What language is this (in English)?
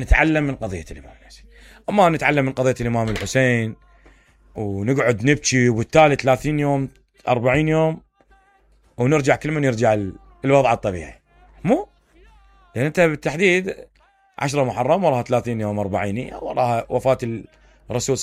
Mesopotamian Arabic